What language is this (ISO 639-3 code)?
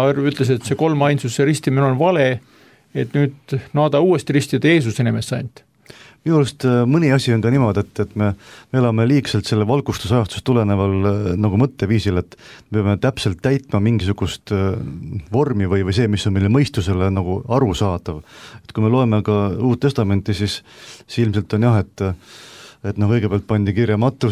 est